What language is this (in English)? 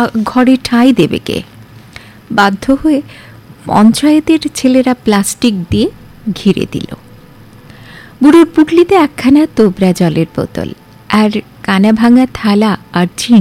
Bangla